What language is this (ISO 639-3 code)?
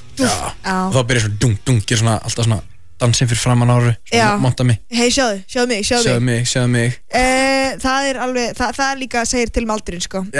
isl